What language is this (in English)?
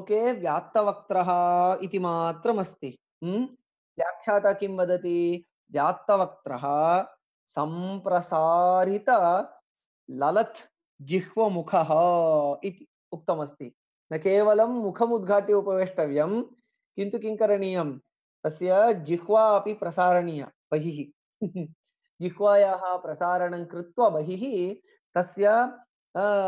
Sanskrit